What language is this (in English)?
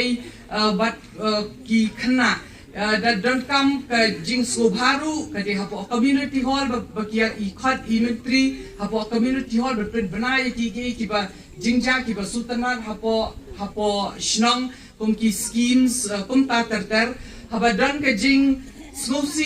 Khasi